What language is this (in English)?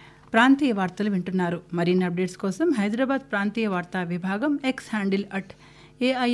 Telugu